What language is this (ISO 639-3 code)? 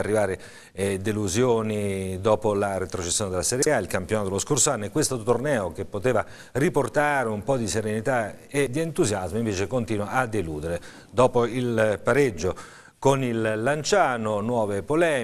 ita